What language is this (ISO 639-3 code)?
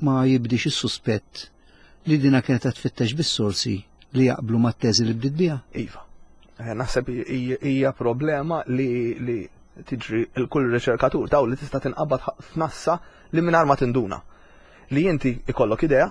mlt